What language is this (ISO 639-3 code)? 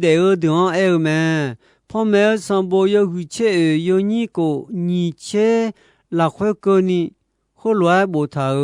ahk